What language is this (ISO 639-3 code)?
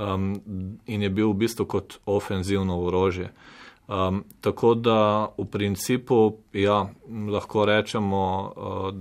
slv